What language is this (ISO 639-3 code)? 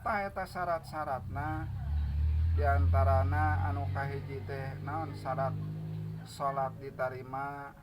sun